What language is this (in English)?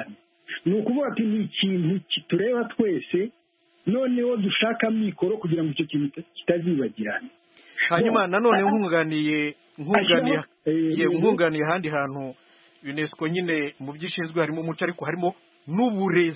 Kinyarwanda